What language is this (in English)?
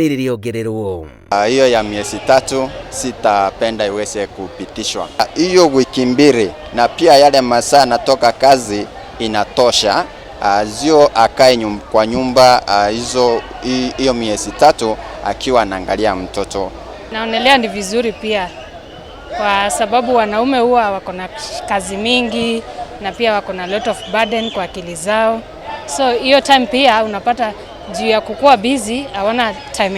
Kikuyu